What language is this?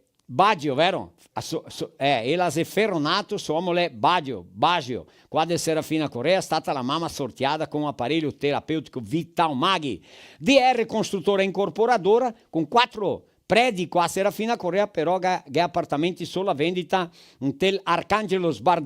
Venetian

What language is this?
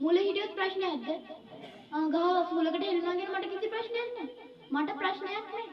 Sinhala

